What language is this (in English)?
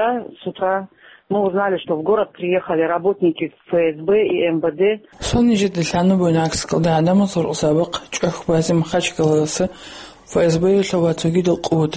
Avaric